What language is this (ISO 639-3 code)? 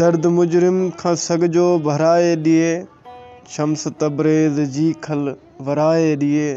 snd